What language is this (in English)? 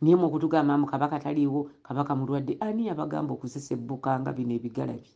Ganda